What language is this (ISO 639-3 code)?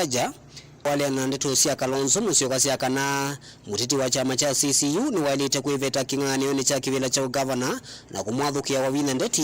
kam